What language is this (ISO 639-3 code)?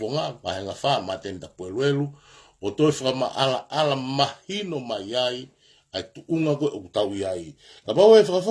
ton